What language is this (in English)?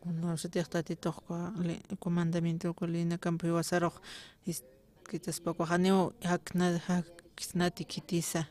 Aymara